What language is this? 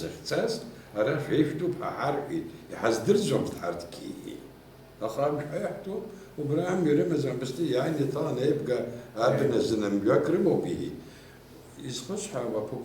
Abkhazian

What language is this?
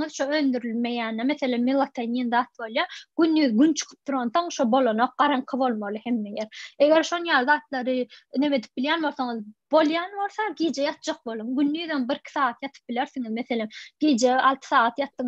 Turkmen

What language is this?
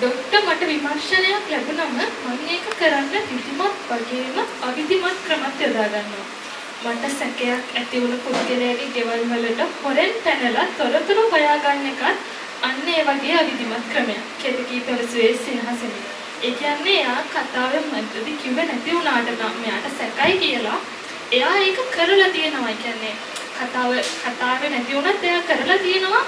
Sinhala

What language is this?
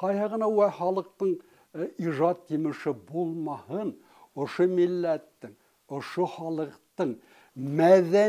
Bashkir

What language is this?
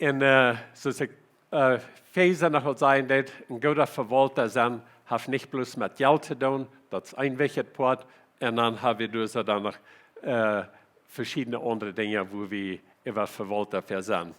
Plautdietsch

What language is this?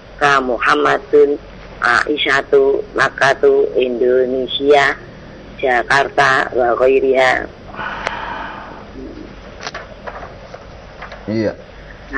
Indonesian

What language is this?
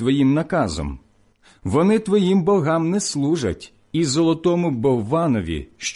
Ukrainian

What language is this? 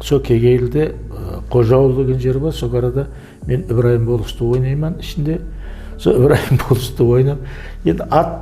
Kara-Kalpak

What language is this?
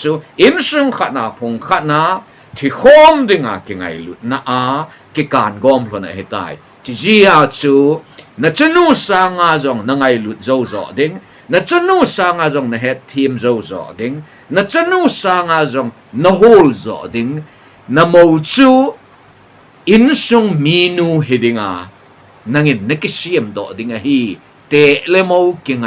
Thado Chin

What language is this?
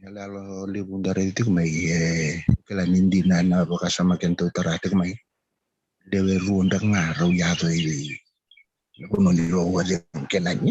Fijian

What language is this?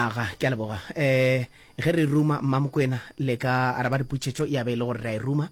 Northern Sotho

